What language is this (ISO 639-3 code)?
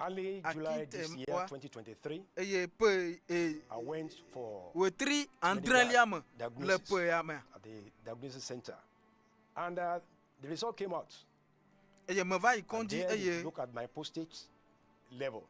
ewe